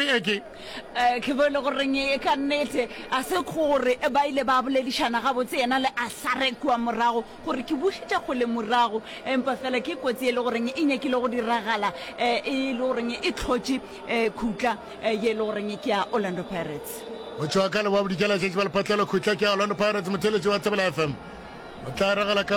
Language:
Northern Sotho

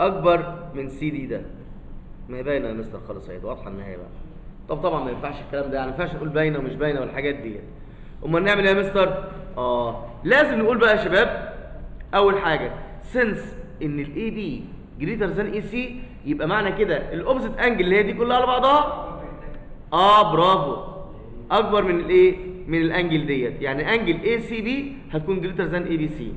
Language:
Egyptian Arabic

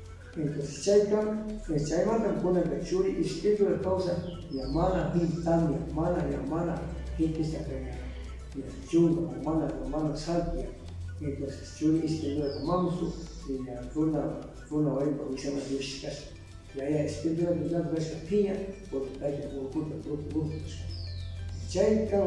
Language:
Cañar Highland Quichua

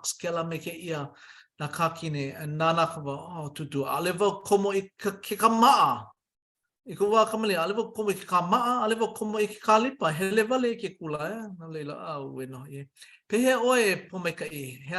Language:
Hawaiian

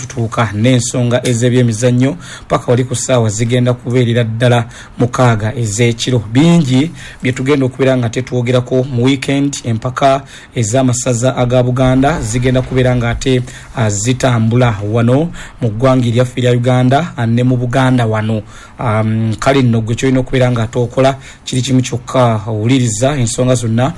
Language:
Ganda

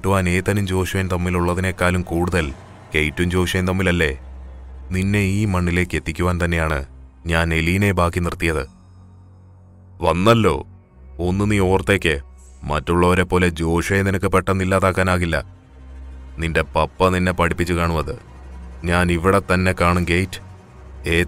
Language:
Malayalam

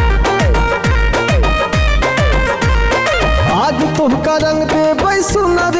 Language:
Bhojpuri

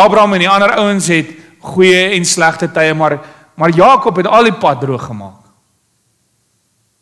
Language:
Afrikaans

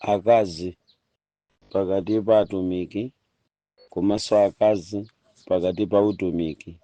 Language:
Nyanja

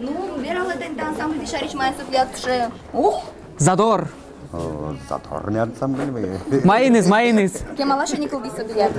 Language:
Udmurt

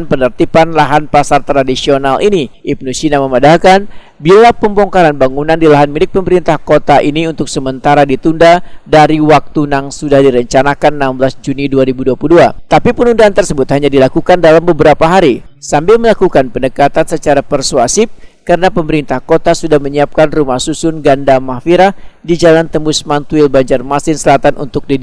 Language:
Banjar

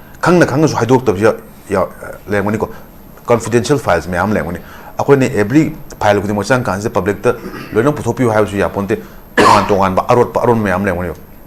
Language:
Manipuri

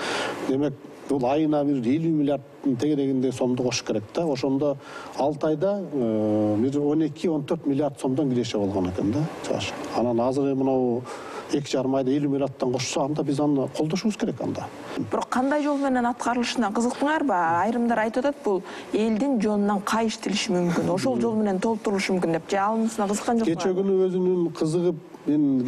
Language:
Kyrgyz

